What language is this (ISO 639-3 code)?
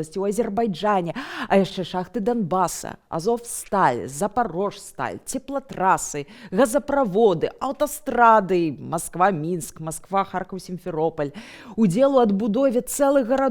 bel